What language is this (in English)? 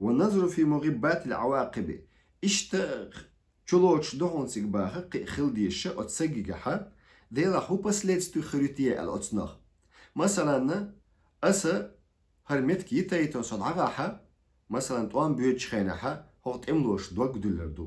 Chechen